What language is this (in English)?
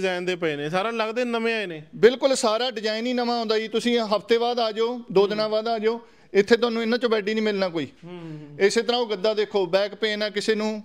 Punjabi